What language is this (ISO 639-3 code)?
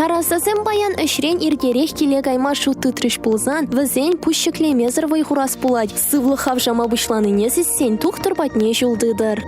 chv